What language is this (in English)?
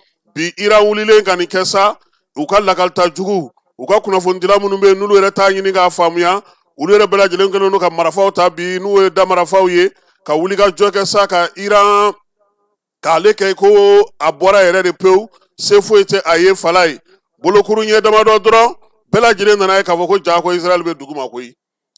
Bambara